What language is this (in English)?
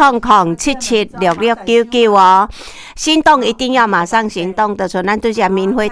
Min Nan Chinese